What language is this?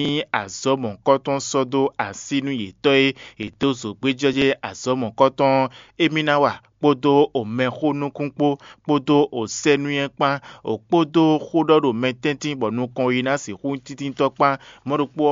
Fon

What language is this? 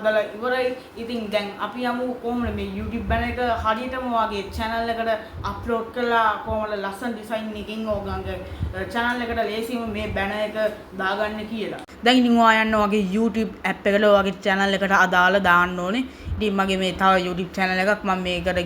Sinhala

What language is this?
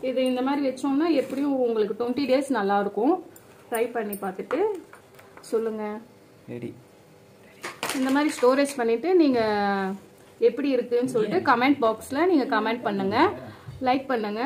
Tamil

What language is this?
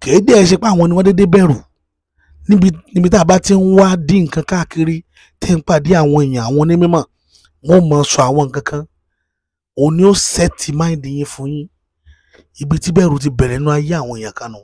Yoruba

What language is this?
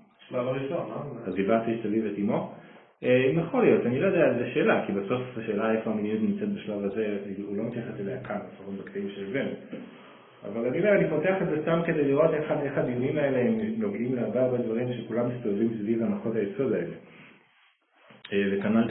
Hebrew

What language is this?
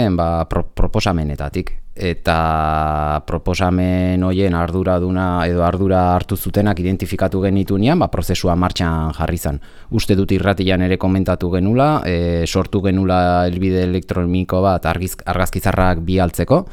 Basque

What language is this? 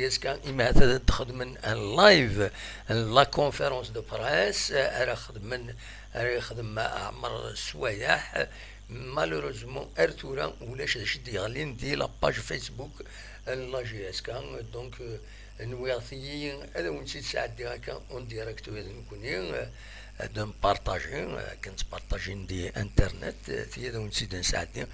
Kabyle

